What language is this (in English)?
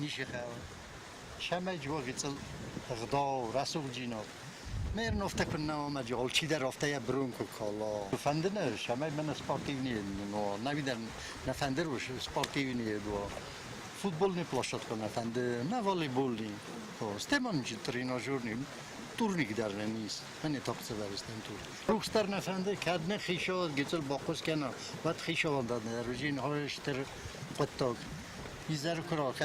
Ossetic